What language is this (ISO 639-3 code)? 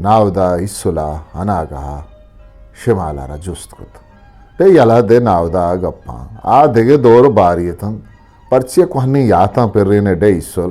bgp